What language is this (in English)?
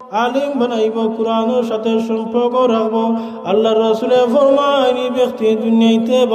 Sylheti